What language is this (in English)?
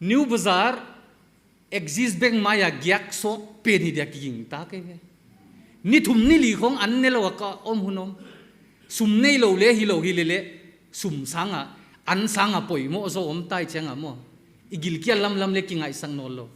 Paite Chin